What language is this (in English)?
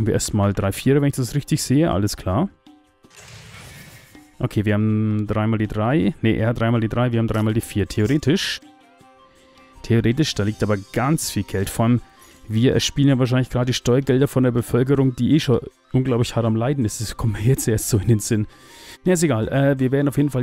German